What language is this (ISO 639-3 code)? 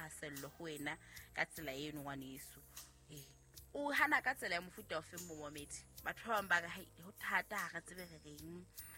sot